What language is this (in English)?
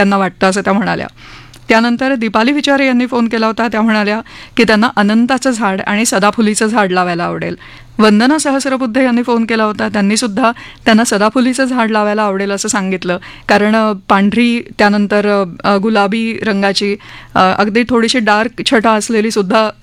Marathi